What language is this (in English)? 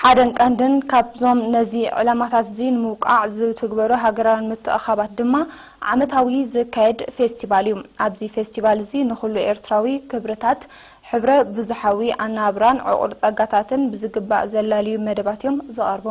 Tigrinya